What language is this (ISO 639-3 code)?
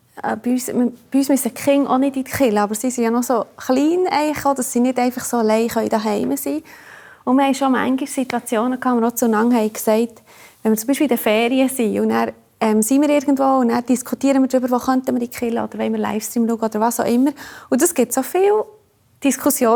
gsw